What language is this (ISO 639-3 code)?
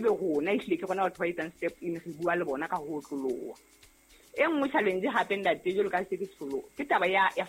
sot